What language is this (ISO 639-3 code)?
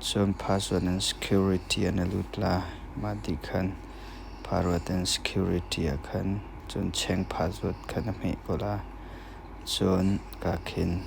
cnh